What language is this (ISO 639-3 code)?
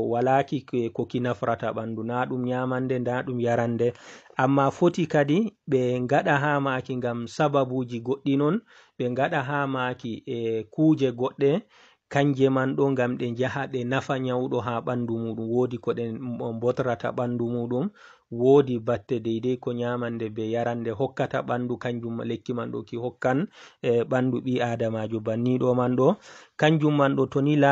ful